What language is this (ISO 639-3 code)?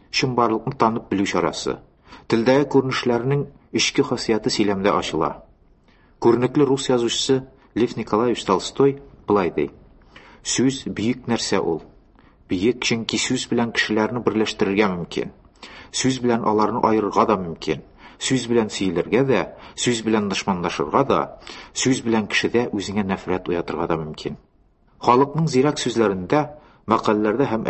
tat